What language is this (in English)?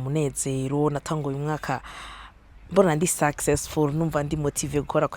Rundi